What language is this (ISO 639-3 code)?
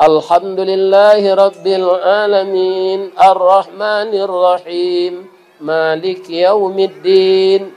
min